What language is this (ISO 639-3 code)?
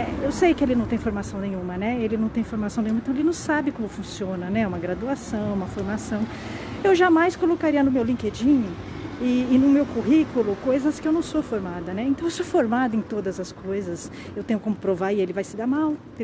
por